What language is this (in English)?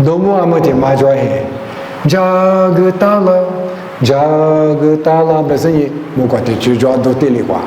Lisu